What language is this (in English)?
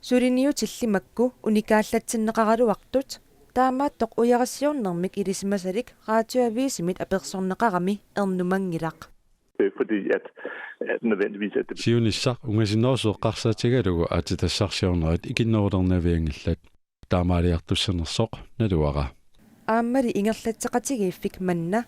Kalaallisut